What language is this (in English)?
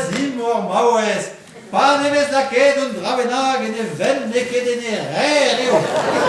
Breton